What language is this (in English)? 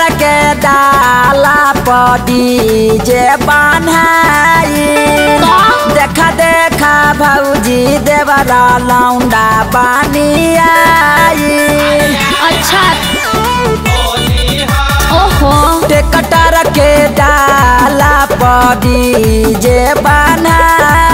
Bhojpuri